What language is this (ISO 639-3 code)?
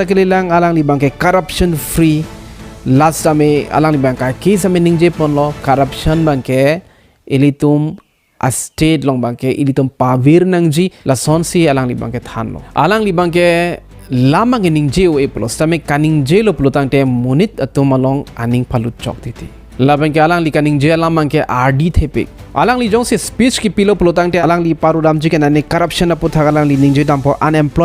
mjw